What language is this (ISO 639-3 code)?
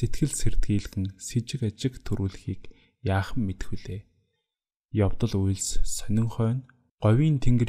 mon